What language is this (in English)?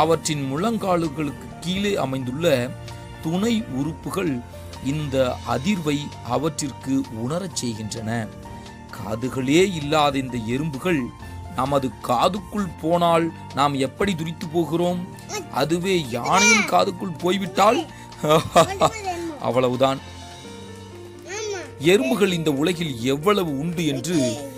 Tamil